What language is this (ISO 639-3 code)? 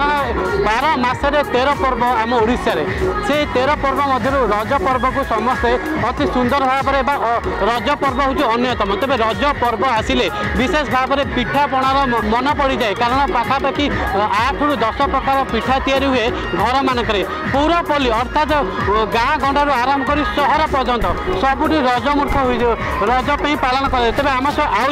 ori